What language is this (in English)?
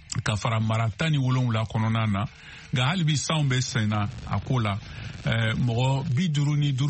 Bambara